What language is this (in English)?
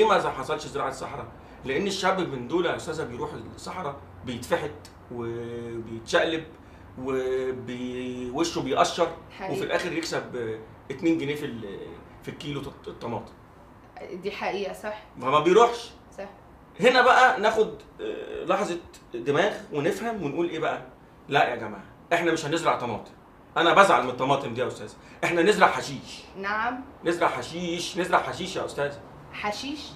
Egyptian Arabic